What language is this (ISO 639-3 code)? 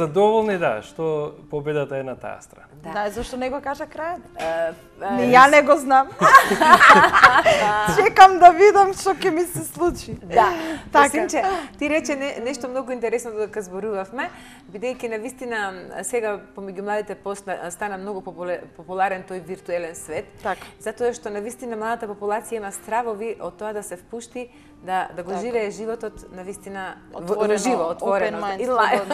mkd